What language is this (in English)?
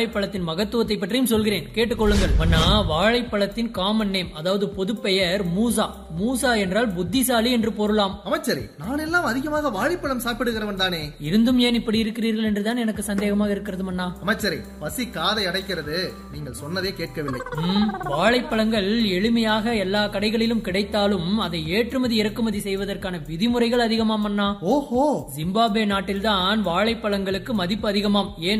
Tamil